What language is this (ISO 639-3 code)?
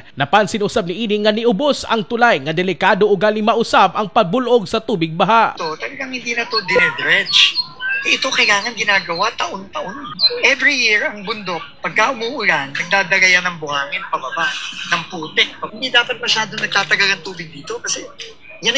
ceb